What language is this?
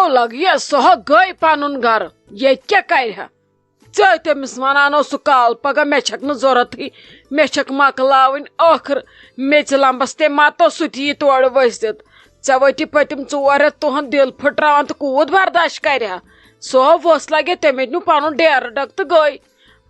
Kashmiri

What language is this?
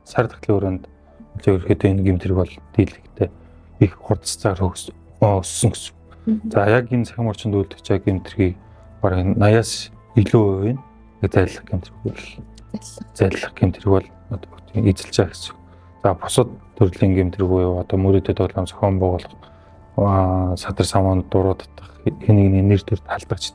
Mongolian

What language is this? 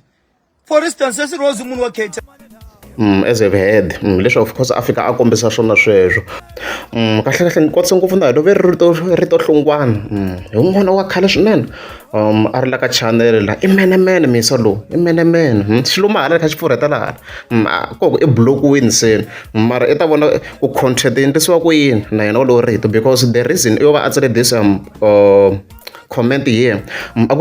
Tsonga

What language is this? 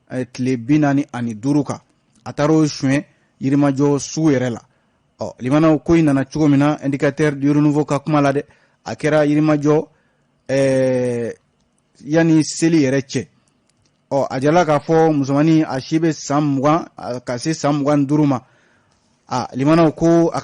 Bambara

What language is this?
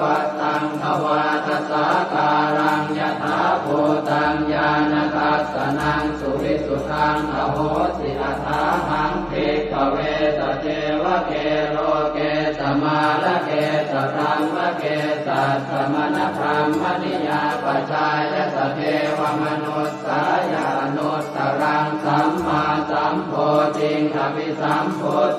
Pali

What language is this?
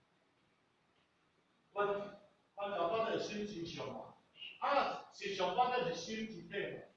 Min Nan Chinese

